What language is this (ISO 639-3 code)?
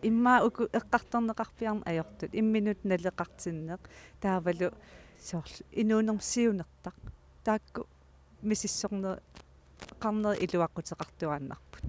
kal